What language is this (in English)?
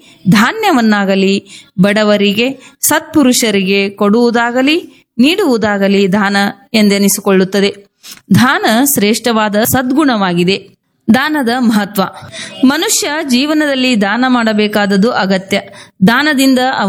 Kannada